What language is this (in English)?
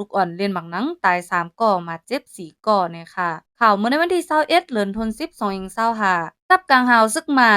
Shan